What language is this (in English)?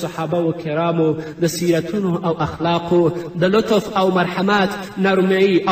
Pashto